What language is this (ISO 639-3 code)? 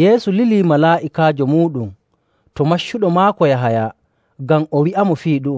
fuv